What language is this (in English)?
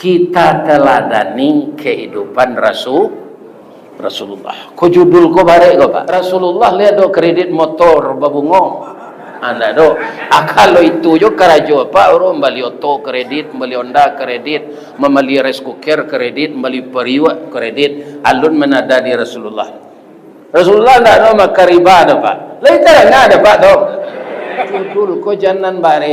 Minangkabau